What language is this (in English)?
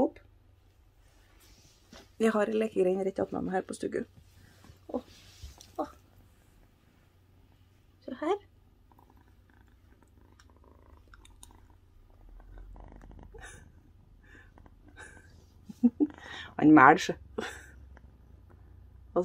Norwegian